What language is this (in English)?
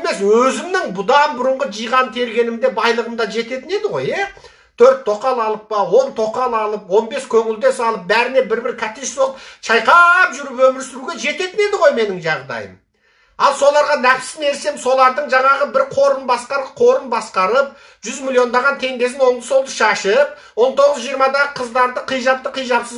Kazakh